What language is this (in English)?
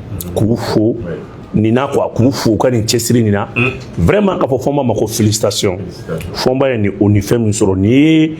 Bambara